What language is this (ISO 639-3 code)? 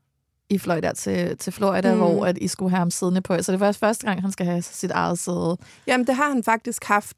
dan